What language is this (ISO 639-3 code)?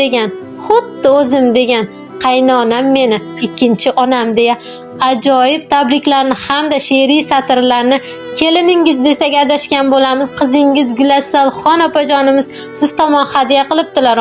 uzb